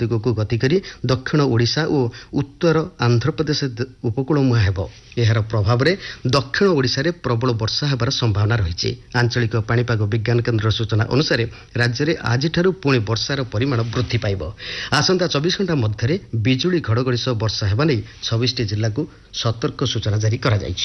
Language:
Odia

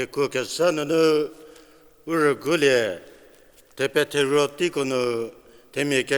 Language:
Angami Naga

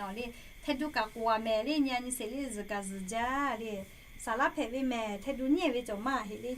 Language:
Lahu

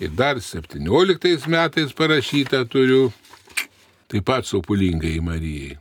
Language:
Lithuanian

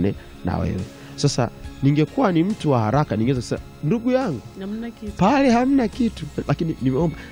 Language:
Swahili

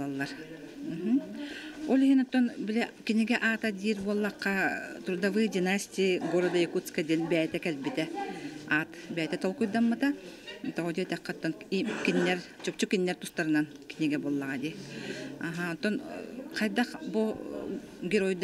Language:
Yakut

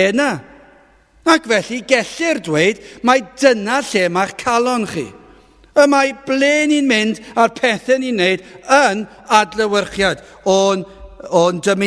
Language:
Welsh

